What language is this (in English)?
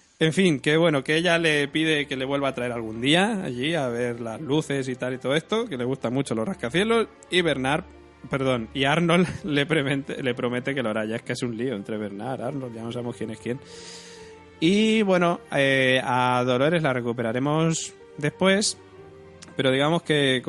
Spanish